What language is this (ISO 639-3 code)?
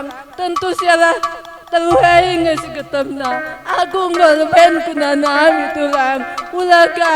btx